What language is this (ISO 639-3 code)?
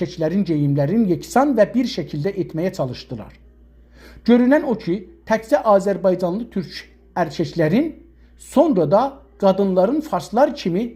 azb